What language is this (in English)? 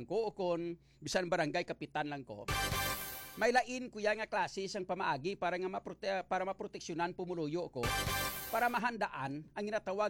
Hiligaynon